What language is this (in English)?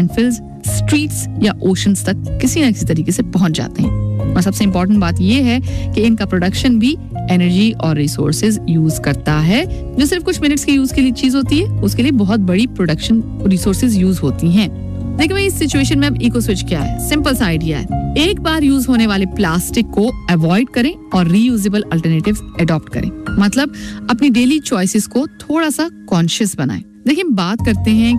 Hindi